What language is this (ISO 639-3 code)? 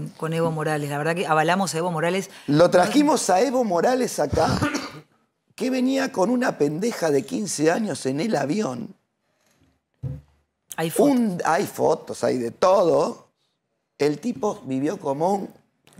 spa